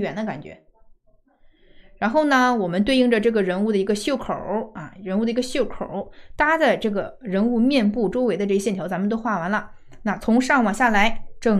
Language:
Chinese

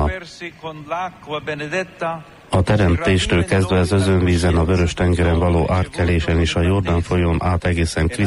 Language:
Hungarian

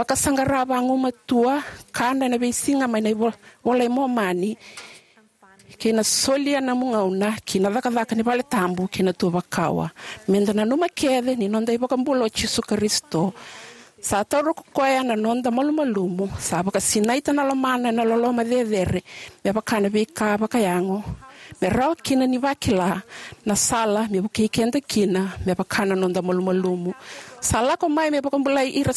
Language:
Fijian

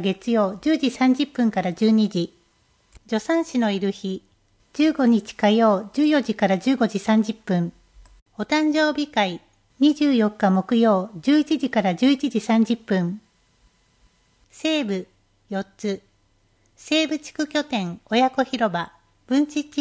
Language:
Japanese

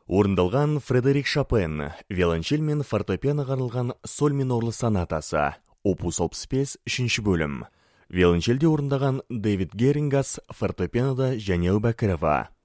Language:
Kazakh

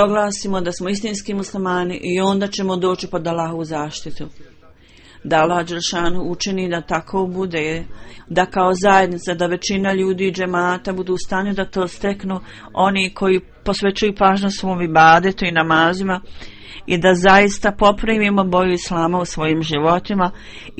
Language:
Bosnian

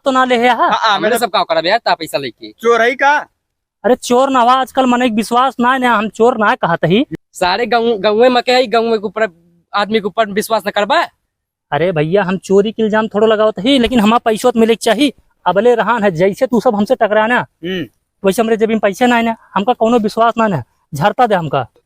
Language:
Awadhi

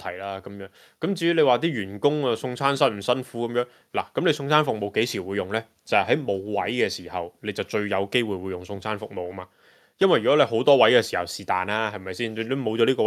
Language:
Cantonese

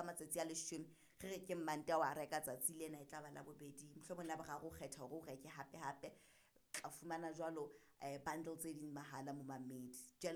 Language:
Southern Sotho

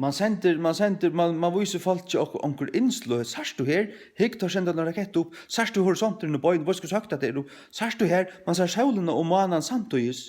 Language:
Faroese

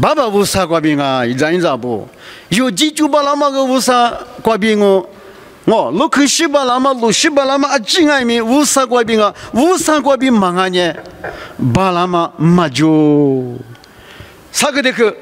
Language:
Lisu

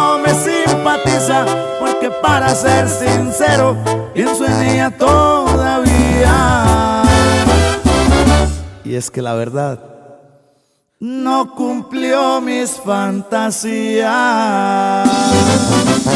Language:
Spanish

